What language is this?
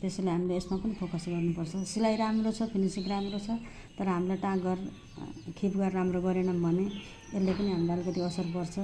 Nepali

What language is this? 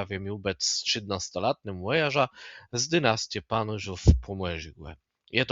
Kashubian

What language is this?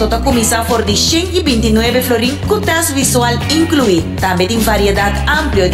Papiamento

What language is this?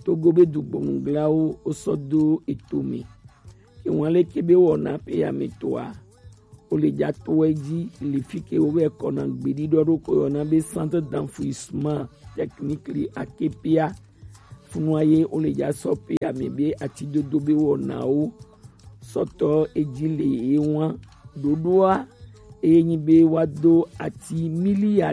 Gen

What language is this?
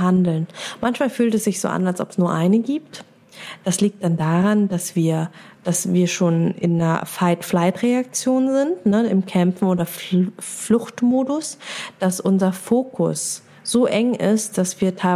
German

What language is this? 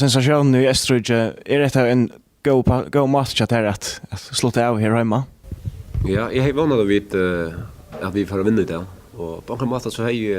Faroese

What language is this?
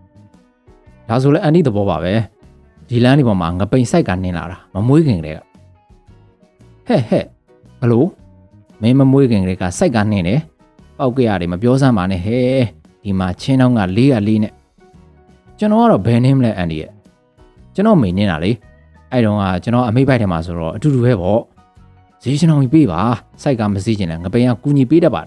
Burmese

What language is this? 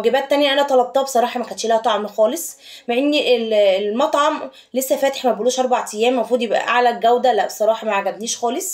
Egyptian Arabic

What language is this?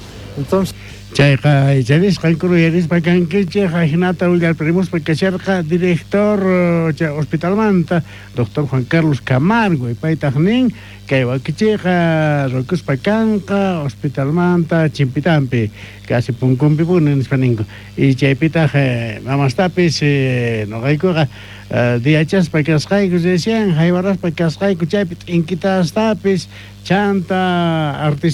South Bolivian Quechua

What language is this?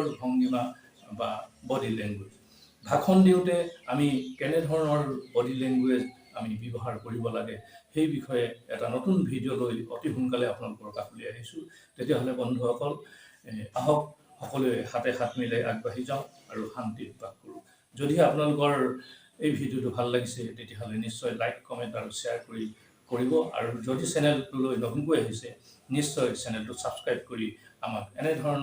Assamese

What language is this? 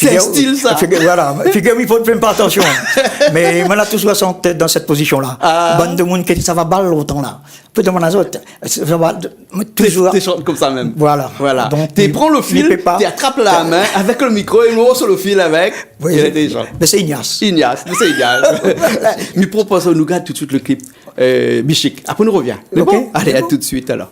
Réunion Creole French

